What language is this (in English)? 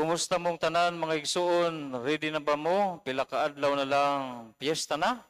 Cebuano